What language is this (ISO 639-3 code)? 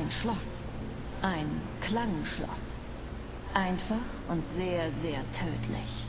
bar